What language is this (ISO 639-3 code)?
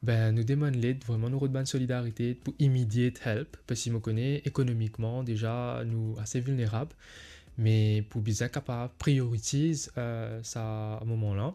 mfe